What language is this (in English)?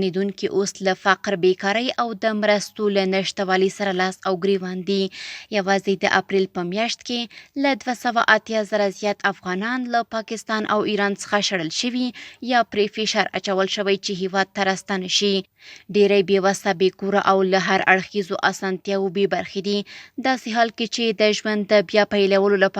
Pashto